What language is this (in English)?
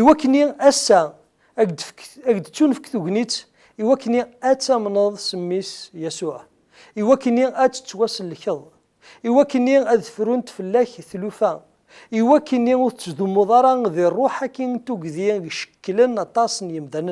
Kabyle